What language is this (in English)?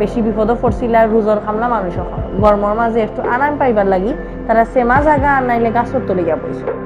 Sylheti